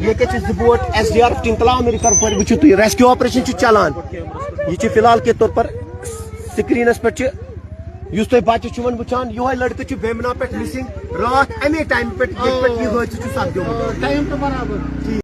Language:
Kashmiri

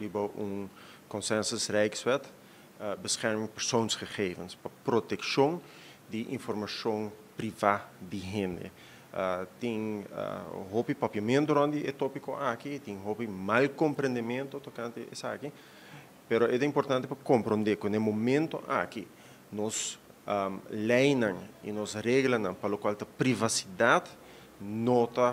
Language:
Papiamento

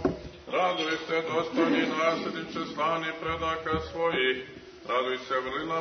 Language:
Serbian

